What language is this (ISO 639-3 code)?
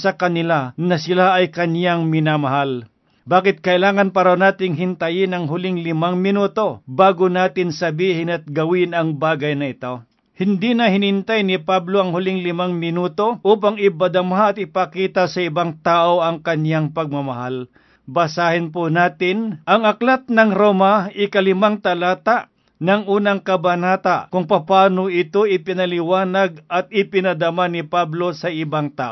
fil